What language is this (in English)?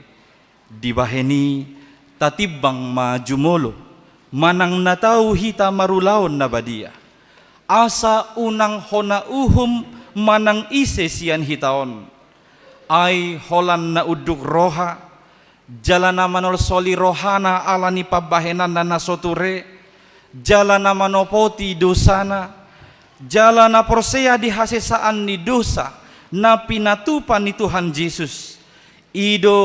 Batak Toba